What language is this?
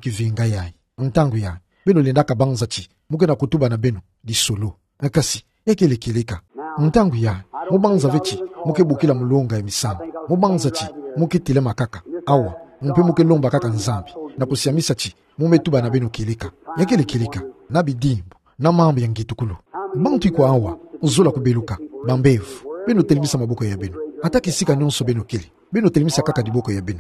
Kituba (Democratic Republic of Congo)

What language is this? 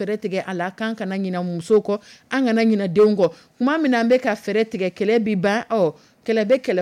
Dyula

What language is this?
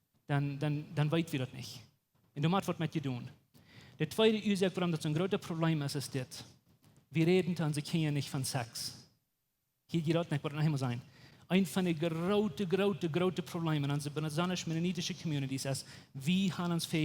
Plautdietsch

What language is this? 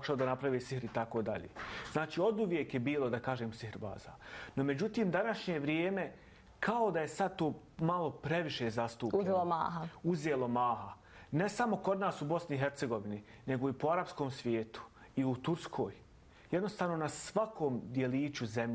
Bosnian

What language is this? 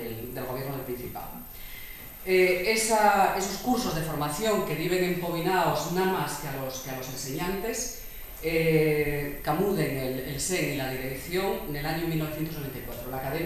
Asturian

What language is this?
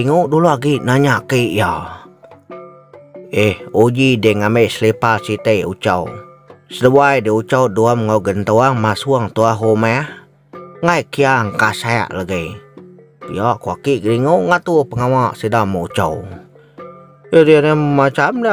Iban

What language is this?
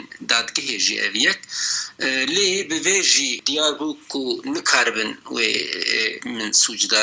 Kurdish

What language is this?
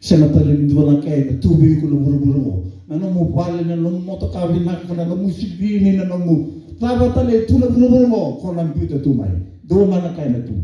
Fijian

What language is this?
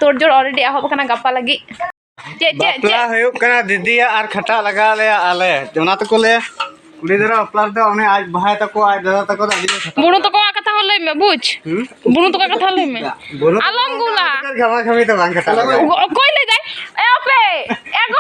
Santali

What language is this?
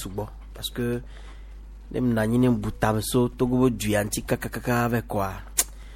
Gen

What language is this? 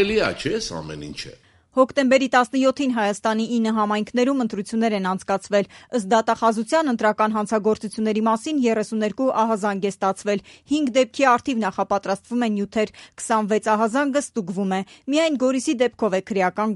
Armenian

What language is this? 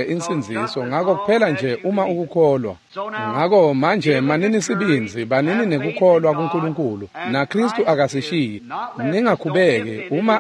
Swati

